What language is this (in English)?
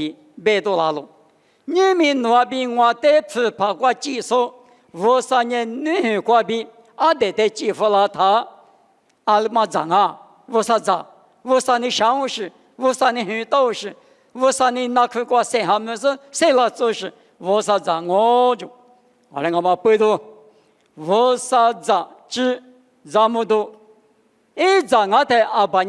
Lisu